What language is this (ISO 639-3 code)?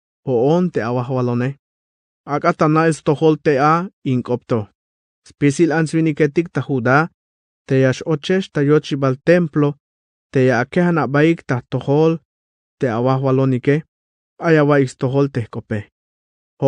tzh